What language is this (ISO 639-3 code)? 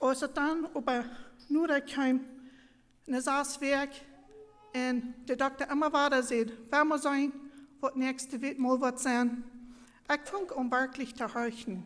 pdt